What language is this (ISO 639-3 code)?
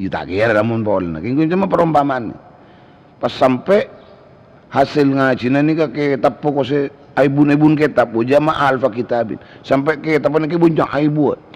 mad